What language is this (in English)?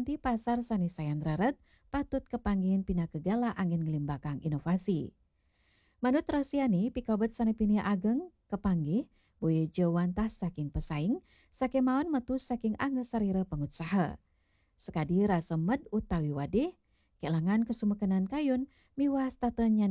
Balinese